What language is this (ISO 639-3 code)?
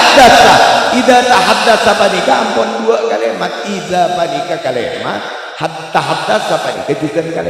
mad